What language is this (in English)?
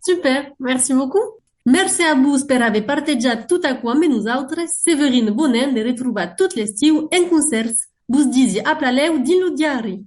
Occitan